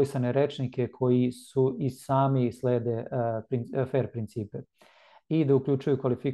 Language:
Serbian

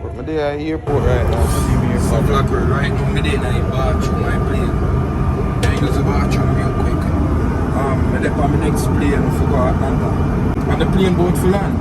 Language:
Jamaican Creole English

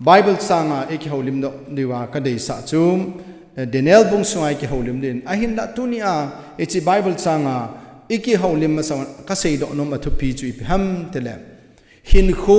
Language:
Thado Chin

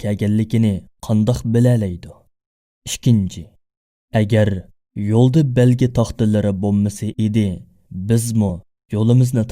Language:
Uyghur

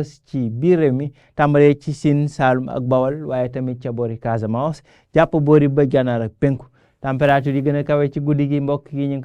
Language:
Wolof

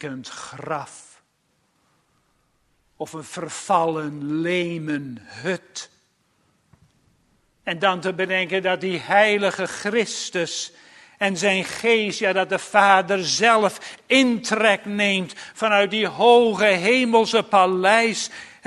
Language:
Dutch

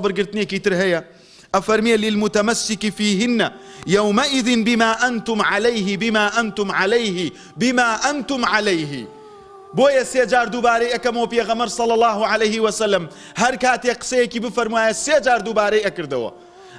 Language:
Central Kurdish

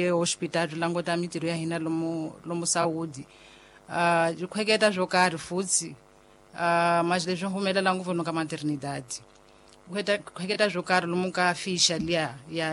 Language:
Tsonga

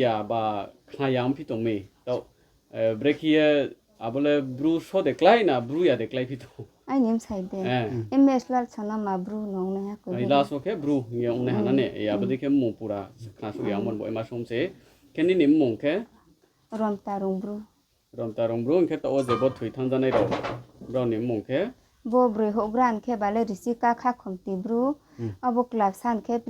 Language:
Riang (India)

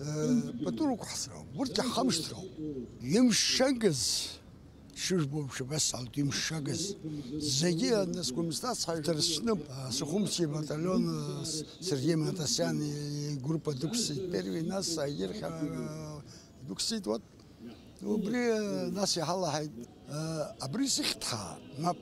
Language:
Abkhazian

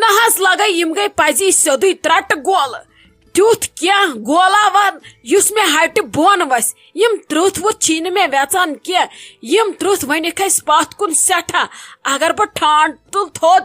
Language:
Kashmiri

